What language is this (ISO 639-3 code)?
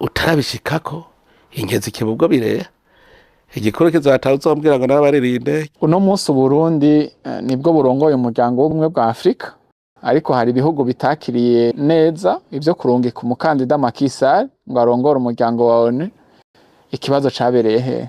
run